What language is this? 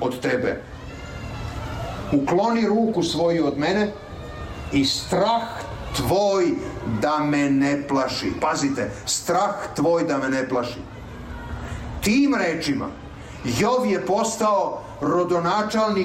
Serbian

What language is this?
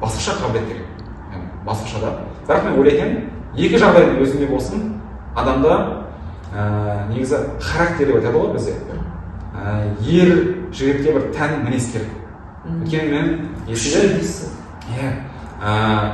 Kazakh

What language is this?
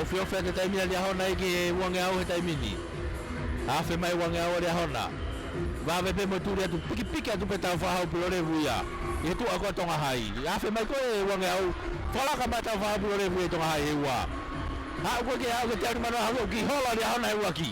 Tongan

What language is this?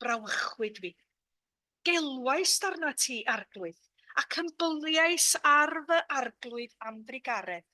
Welsh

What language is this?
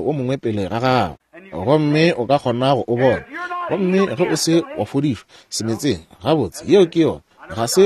Northern Sotho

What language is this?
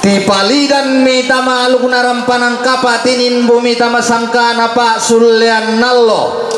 Toraja-Sa'dan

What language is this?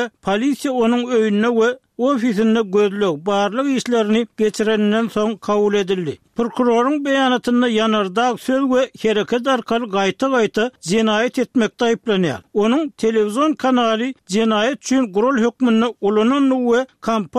Kyrgyz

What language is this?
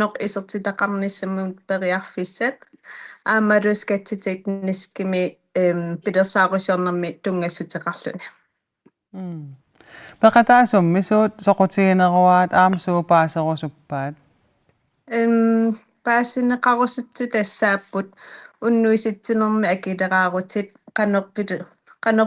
Kalaallisut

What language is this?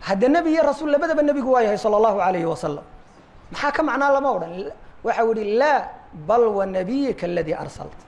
Somali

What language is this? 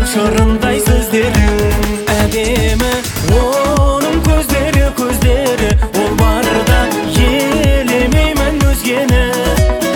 Kazakh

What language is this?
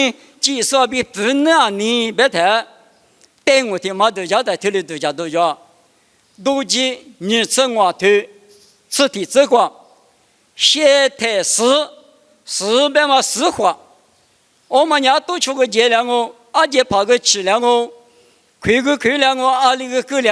Lisu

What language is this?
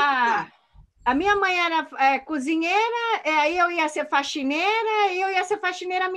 Portuguese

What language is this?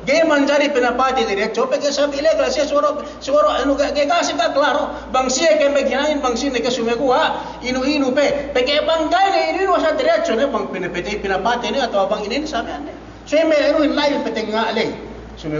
Yakan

